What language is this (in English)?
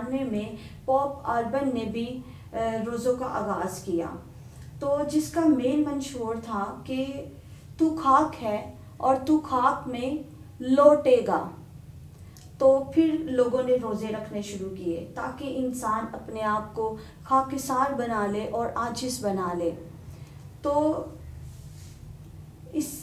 Urdu